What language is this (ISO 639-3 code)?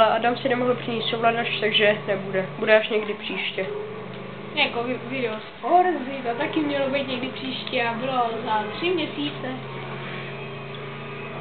ces